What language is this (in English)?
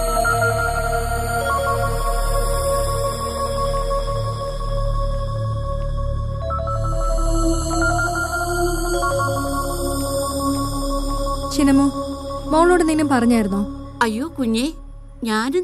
Malayalam